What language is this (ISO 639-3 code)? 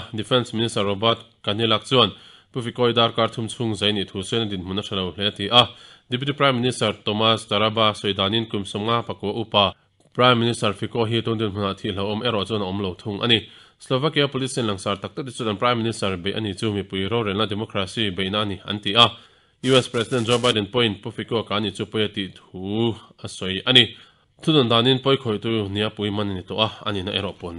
lus